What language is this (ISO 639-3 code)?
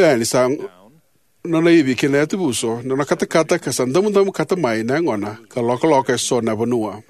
fij